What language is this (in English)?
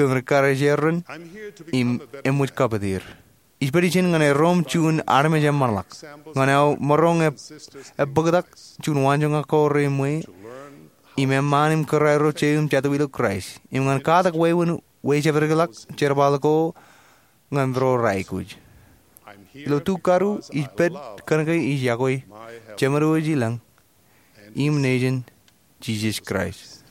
Marshallese